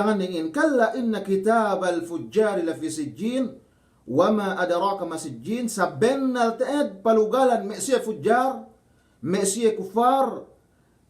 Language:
Yakan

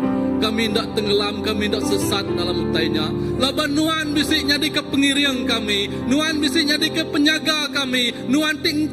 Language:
Iban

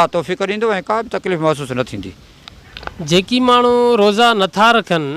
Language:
Sindhi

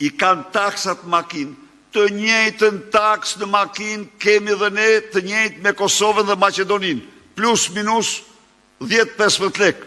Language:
Albanian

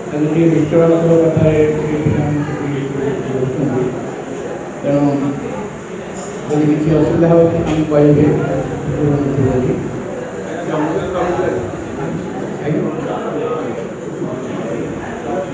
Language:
Odia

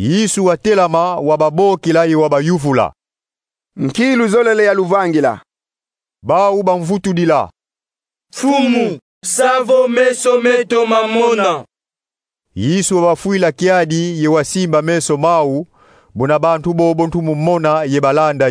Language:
Kongo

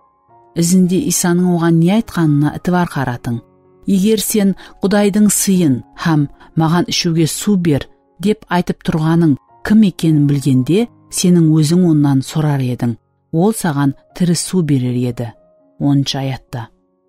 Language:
Kara-Kalpak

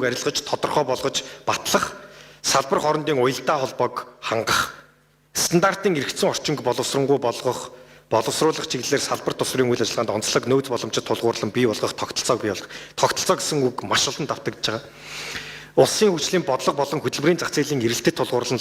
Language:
Mongolian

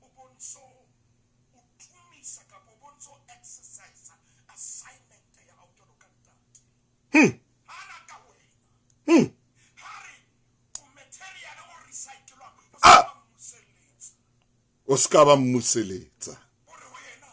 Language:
Southern Sotho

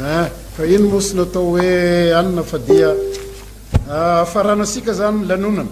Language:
Malagasy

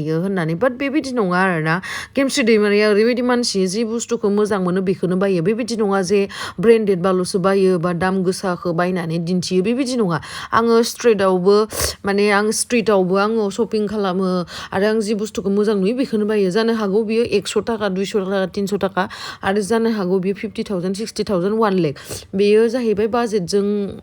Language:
Bodo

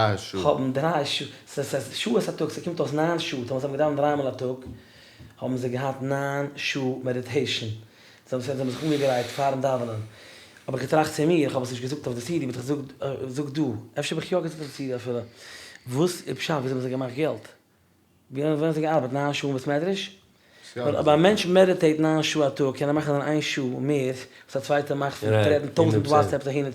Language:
Yiddish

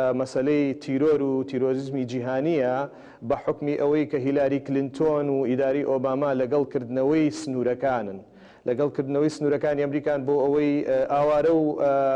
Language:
Central Kurdish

